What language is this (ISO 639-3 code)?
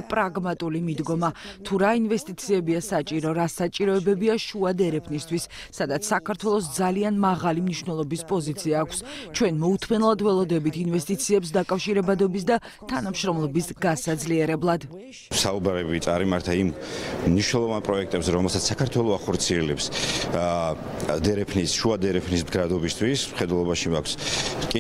kat